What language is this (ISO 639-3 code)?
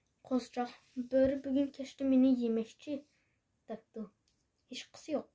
uig